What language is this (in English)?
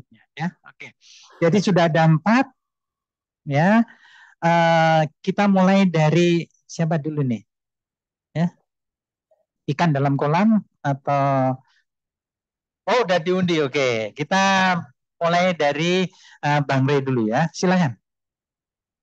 Indonesian